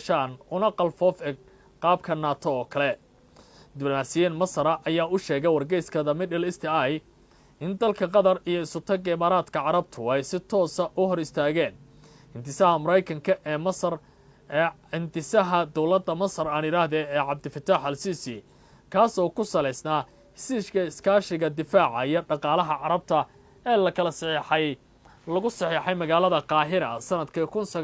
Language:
Somali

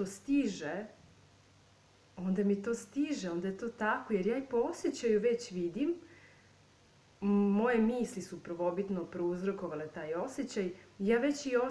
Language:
Serbian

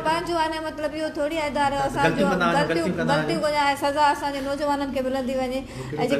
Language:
Sindhi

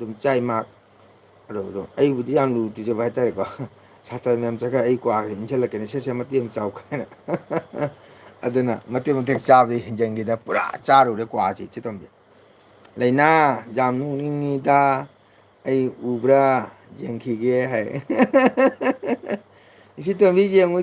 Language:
Manipuri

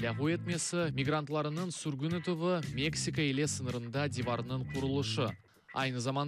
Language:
Crimean Tatar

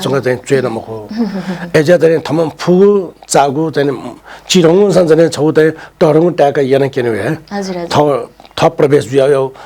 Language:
Newari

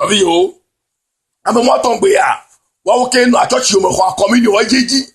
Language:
Ewe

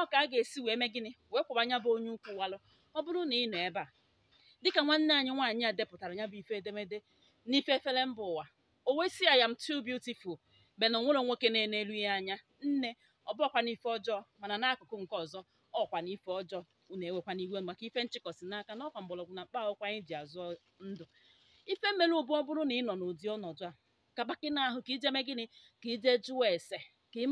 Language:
Igbo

